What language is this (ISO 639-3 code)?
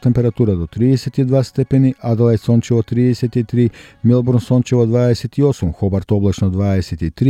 mkd